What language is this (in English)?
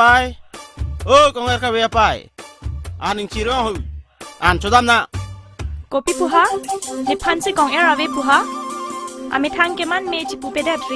Karbi